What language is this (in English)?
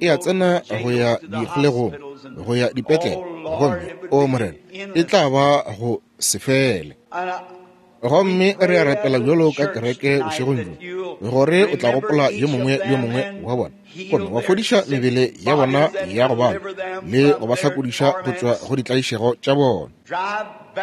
Northern Sotho